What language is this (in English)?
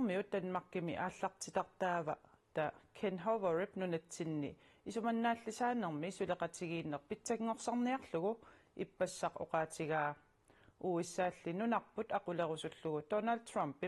Kalaallisut